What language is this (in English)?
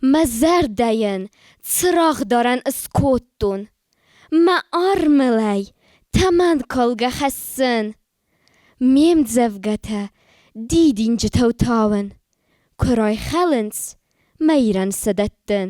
Ossetic